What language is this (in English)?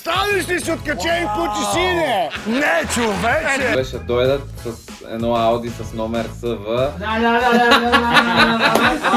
Bulgarian